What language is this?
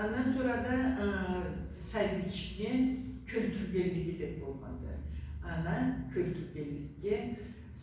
Karachay-Balkar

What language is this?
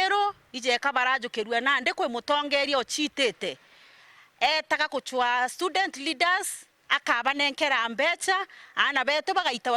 Meru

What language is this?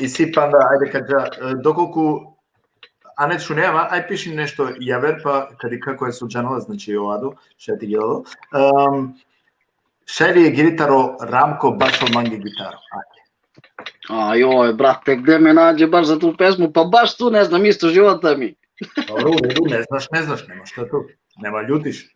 Balkan Romani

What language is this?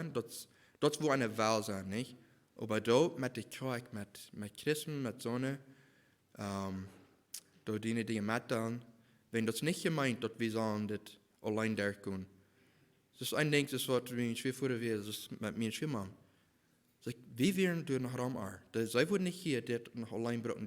Plautdietsch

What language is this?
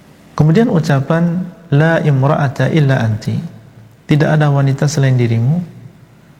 Indonesian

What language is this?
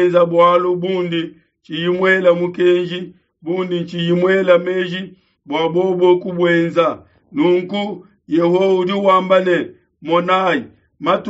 Luba-Lulua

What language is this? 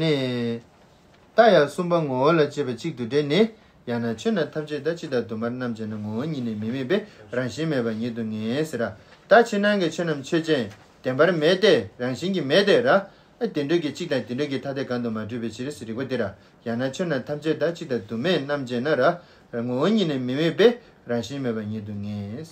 Tibetan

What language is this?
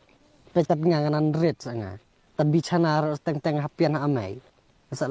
Khasi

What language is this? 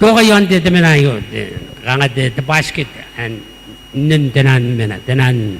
Gilbertese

